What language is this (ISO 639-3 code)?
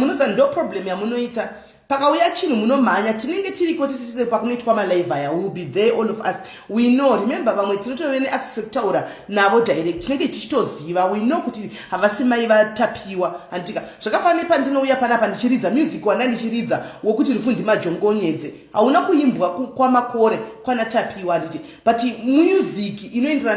sna